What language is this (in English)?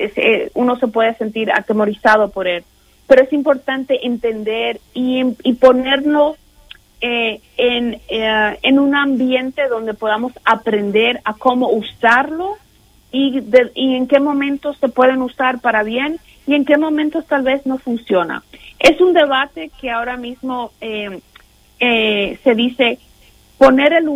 Spanish